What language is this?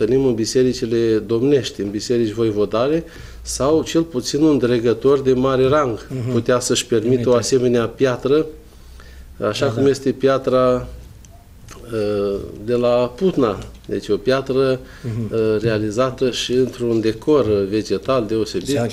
Romanian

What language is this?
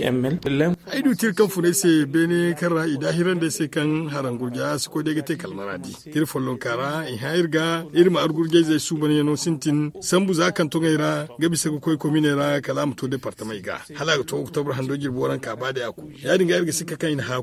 Zarma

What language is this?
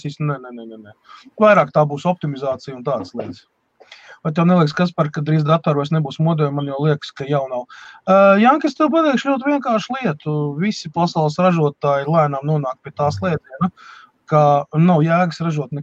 Latvian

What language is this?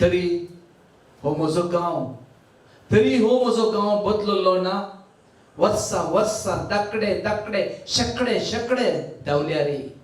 Konkani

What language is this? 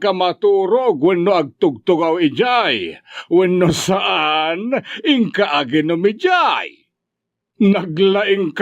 Iloko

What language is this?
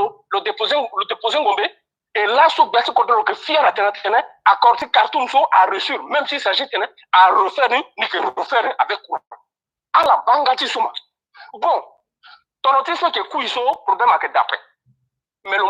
Sango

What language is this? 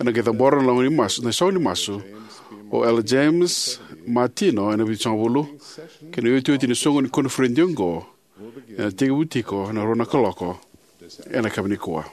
Fijian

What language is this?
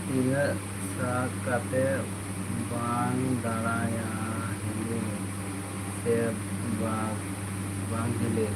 Santali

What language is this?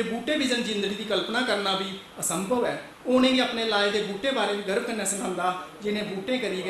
Dogri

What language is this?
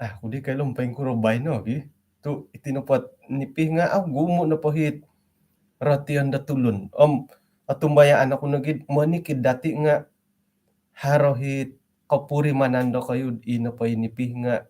Central Dusun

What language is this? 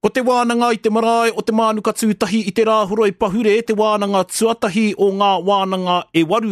Māori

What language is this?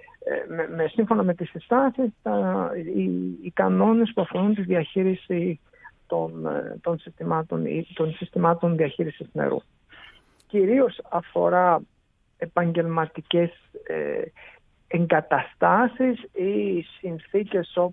Greek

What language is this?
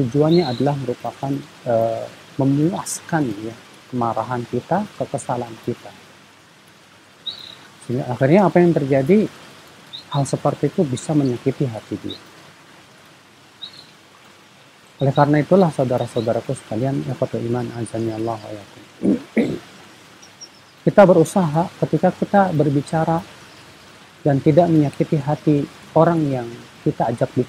Indonesian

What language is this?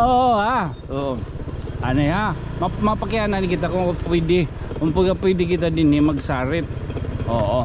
Waray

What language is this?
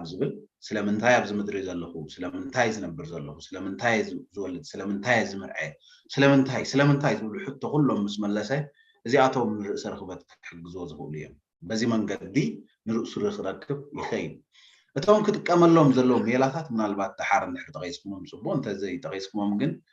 Tigrinya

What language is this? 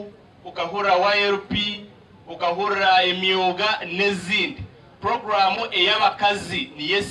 Nyankole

